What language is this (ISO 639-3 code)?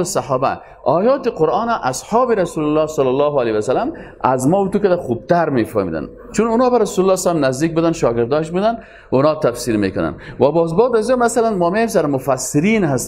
fas